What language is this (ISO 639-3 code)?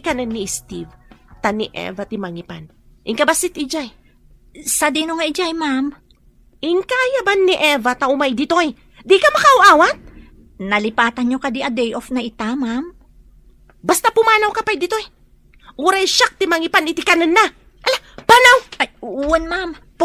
ilo